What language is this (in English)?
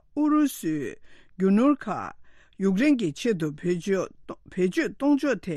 Tibetan